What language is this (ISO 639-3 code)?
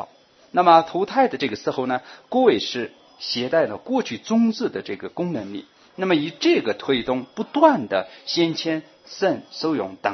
zho